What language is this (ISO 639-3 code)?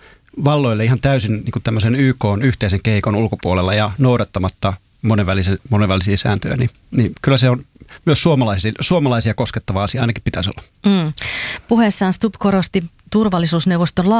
fin